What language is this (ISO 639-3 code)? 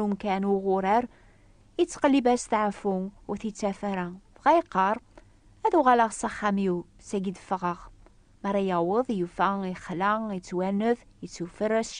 kab